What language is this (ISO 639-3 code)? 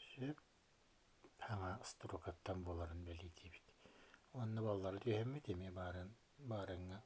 sah